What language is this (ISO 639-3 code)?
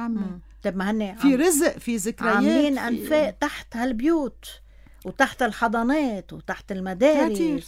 apc